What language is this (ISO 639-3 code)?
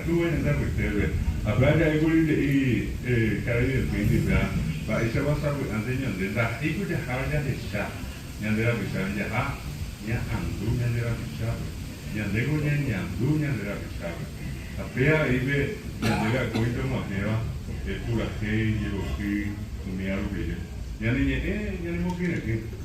grn